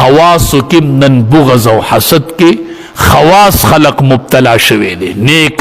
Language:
Pashto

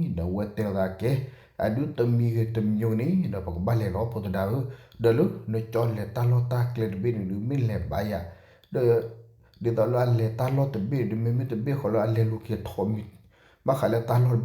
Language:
S'gaw Karen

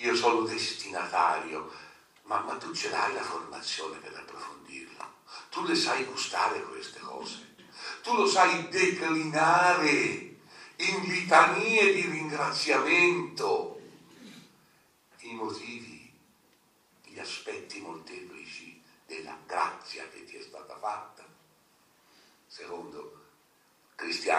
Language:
Italian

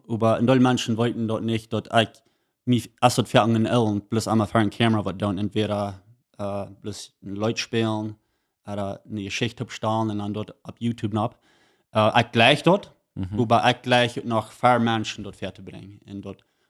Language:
Plautdietsch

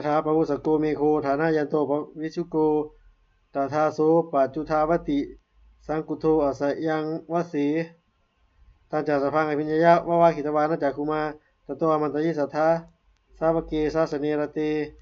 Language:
Pali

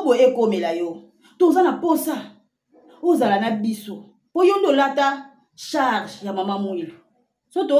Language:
Lingala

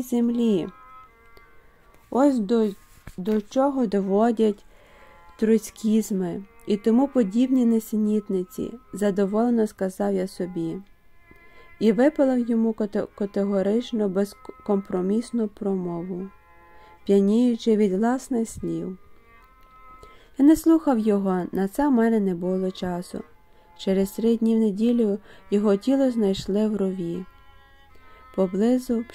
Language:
Ukrainian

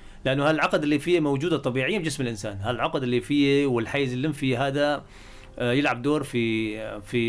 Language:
North Levantine Arabic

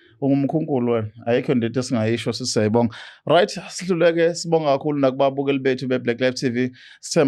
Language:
Zulu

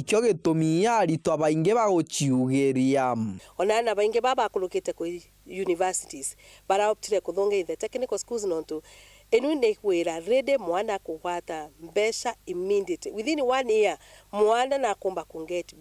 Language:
Meru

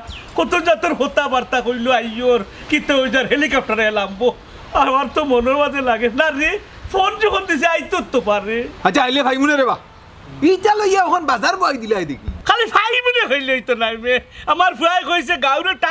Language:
Sylheti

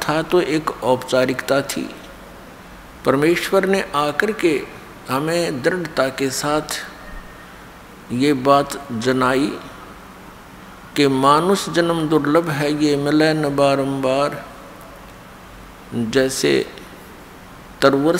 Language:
Hindi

